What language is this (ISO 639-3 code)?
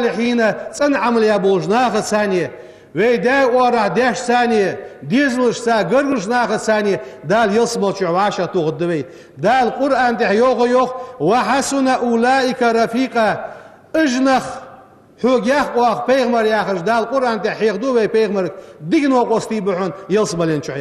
inh